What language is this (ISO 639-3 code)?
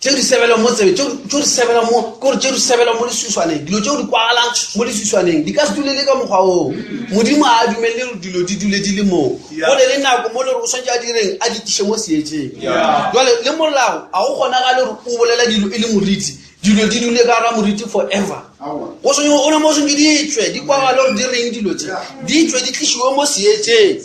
nso